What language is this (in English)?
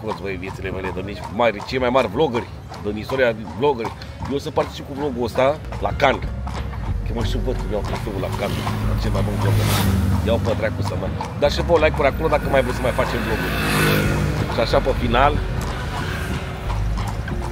Romanian